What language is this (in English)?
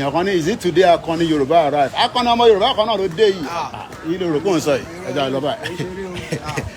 Yoruba